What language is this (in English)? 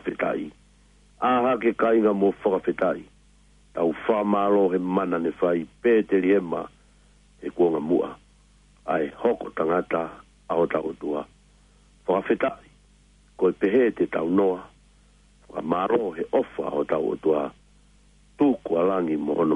Tongan